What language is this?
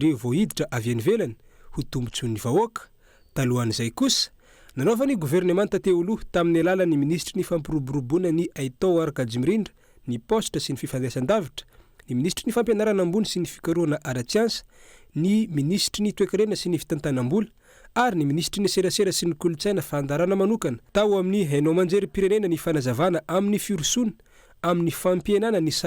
Malagasy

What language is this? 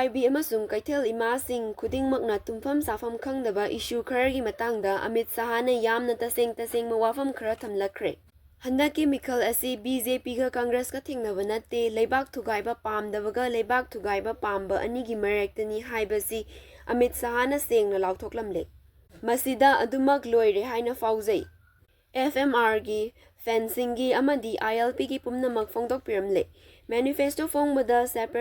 Manipuri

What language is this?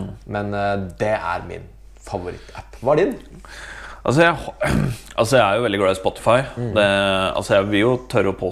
Norwegian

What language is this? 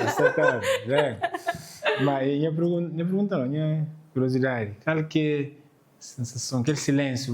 Kabuverdianu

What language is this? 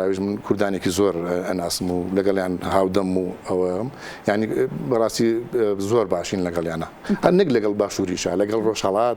Central Kurdish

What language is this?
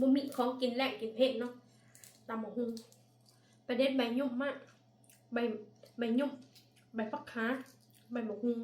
Northeastern Thai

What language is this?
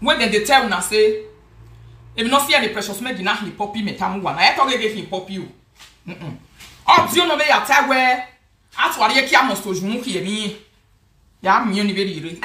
Nigerian Pidgin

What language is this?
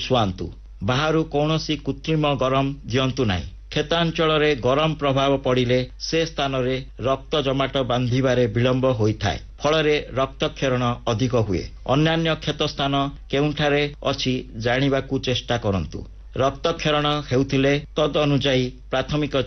Odia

